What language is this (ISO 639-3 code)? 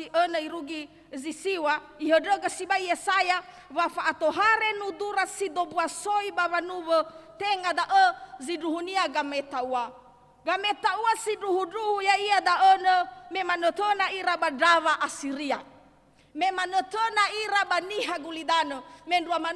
nia